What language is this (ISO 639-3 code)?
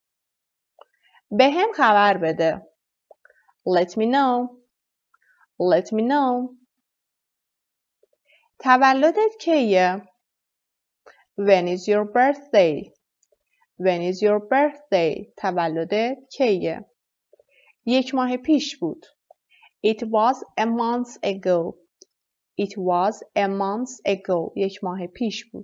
fas